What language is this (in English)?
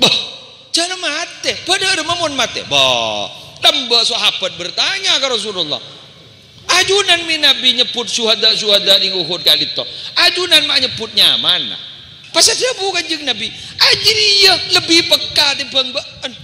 Madurese